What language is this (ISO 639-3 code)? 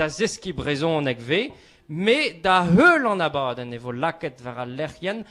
bre